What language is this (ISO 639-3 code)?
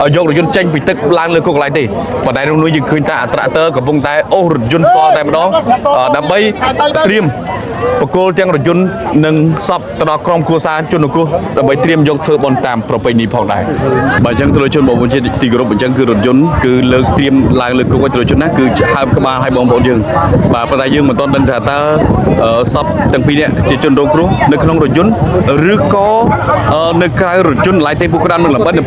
khm